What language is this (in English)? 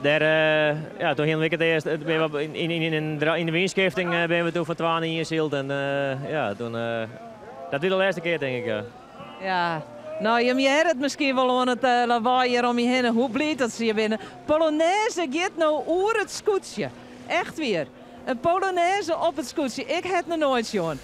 Western Frisian